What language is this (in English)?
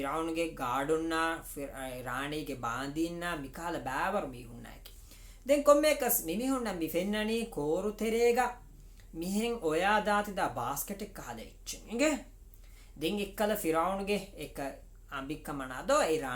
Divehi